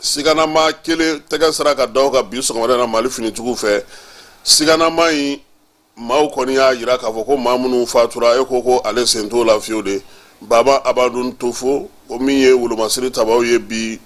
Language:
Bambara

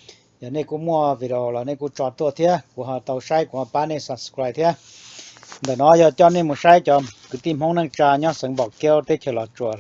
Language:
Hmong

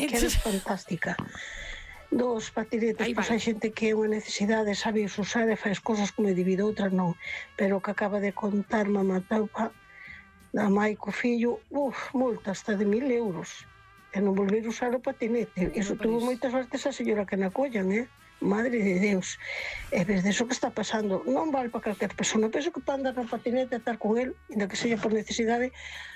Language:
Galician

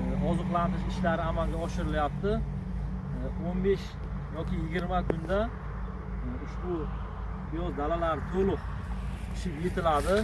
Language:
Uzbek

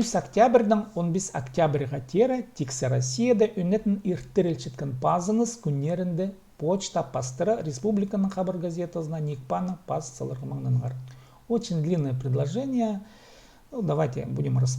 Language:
Khakas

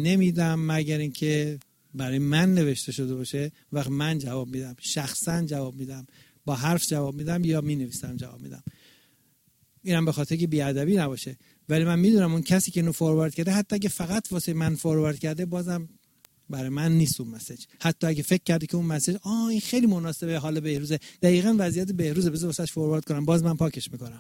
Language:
Persian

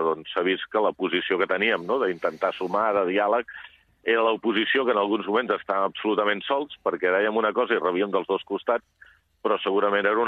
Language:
Catalan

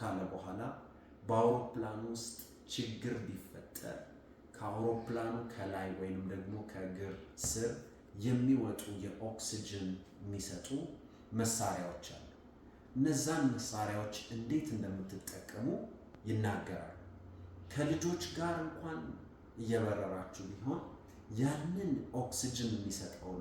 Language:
Amharic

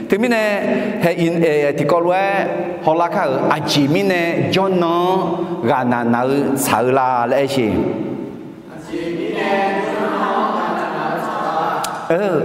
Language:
Akha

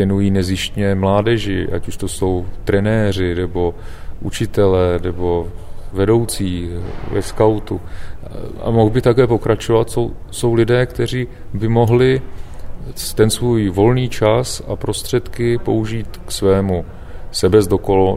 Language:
Czech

